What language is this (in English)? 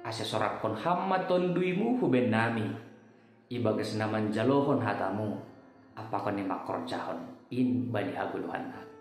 Batak Simalungun